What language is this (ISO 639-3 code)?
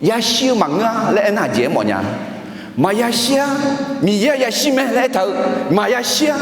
ahk